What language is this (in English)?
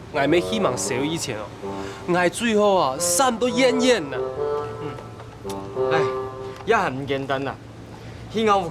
Hakka Chinese